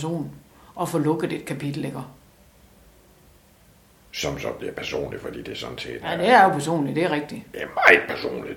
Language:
Danish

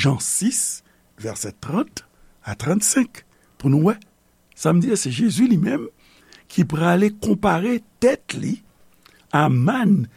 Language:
Haitian Creole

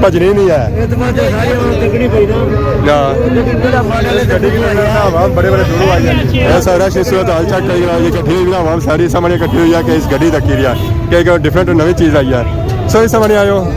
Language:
Pahari-Potwari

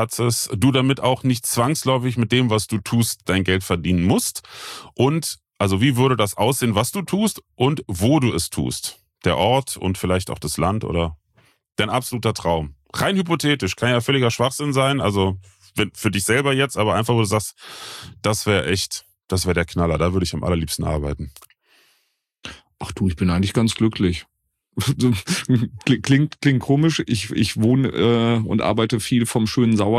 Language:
German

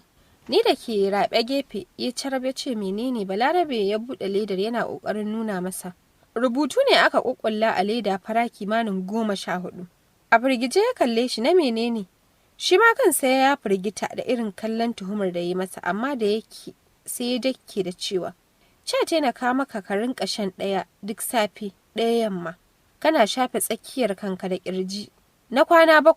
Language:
Hausa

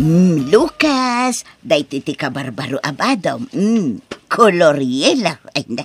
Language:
Iloko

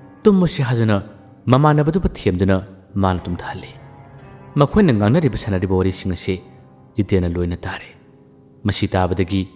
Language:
Manipuri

